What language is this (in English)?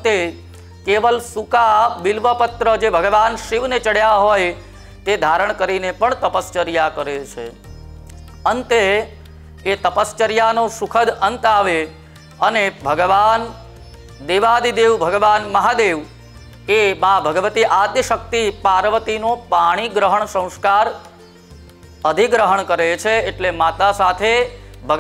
Gujarati